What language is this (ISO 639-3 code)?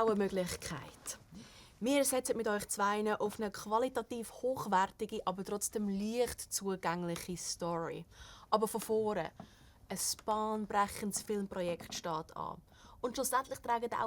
gsw